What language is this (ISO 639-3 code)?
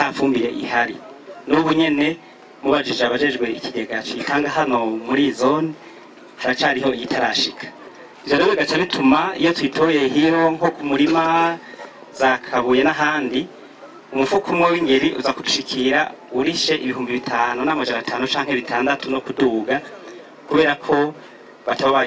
run